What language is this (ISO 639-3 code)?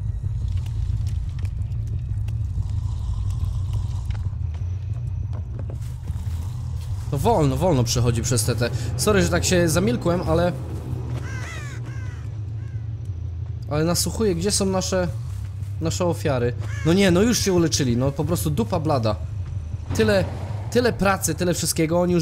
pol